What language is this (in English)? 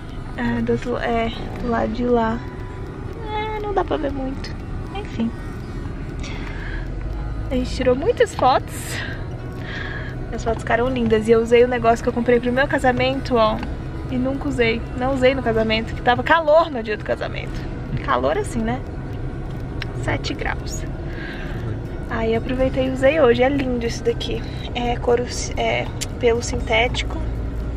Portuguese